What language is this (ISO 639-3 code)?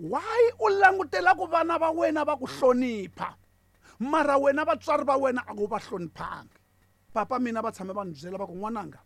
tso